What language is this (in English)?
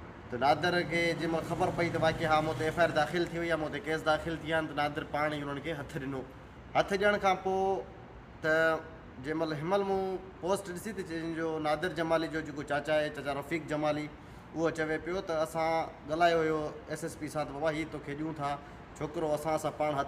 Sindhi